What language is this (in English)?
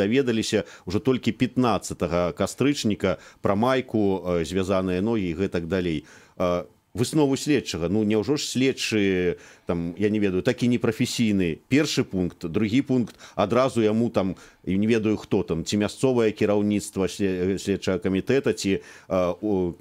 Belarusian